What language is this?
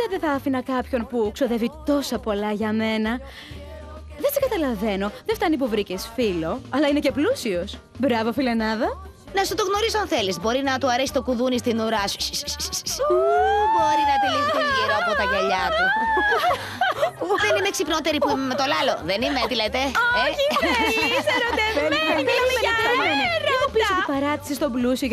Greek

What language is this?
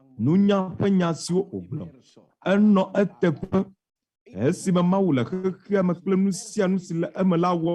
Ewe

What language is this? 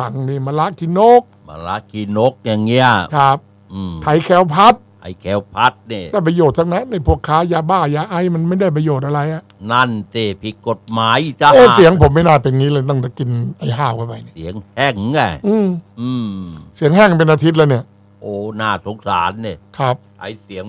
Thai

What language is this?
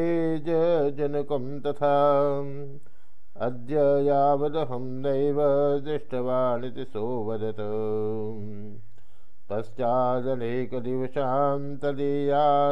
Sanskrit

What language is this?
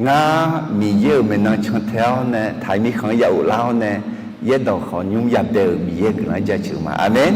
Akha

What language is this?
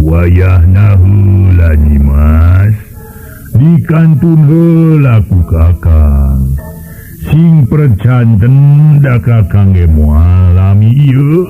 Sundanese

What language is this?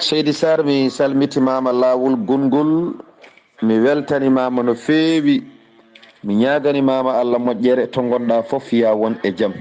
Fula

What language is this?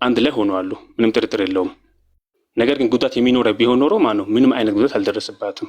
Amharic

